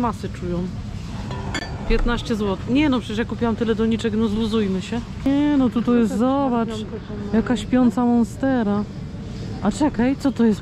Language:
Polish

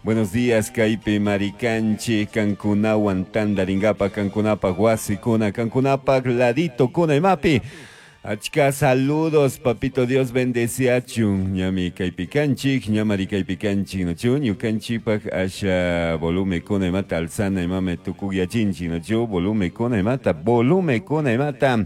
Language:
Chimborazo Highland Quichua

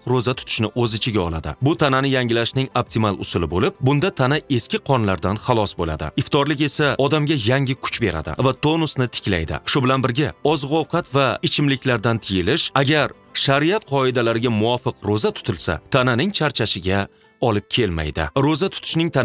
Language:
Uzbek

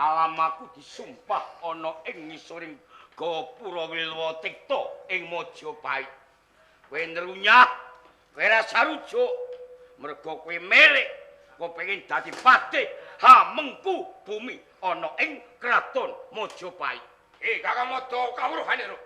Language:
Javanese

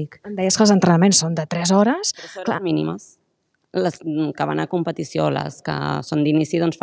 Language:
Catalan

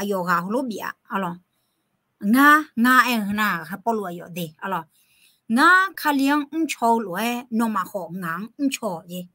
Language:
Akha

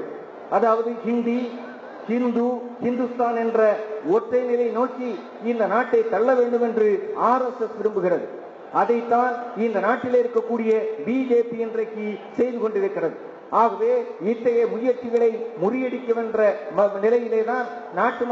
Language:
Tamil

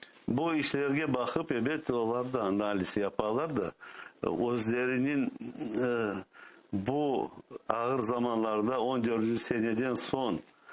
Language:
Crimean Tatar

